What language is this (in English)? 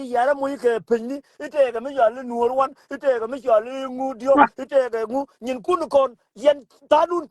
Nuer